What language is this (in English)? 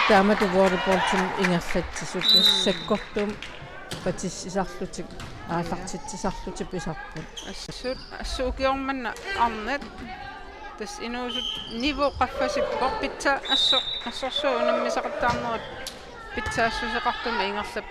Kalaallisut